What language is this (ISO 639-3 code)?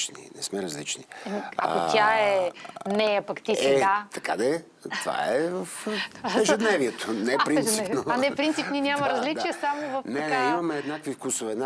bul